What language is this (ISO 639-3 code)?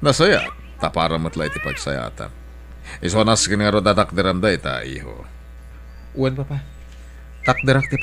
ilo